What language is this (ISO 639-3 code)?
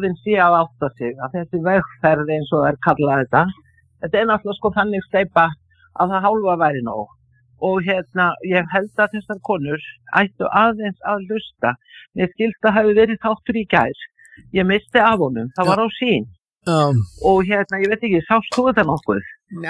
isl